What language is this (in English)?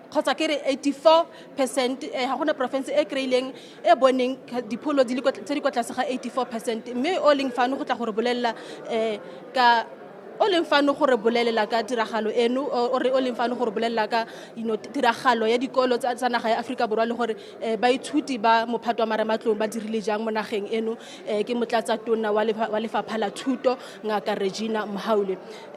Tswana